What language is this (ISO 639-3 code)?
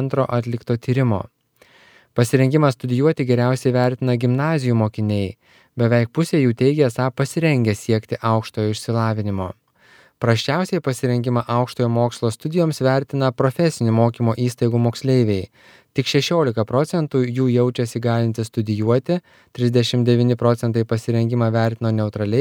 lit